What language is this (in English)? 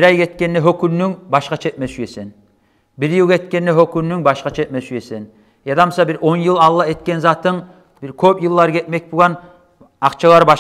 Kumyk